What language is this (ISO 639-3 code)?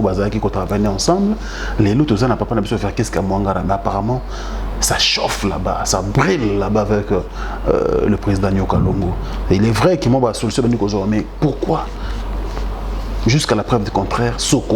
lin